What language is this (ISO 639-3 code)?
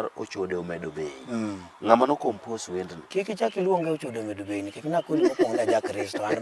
luo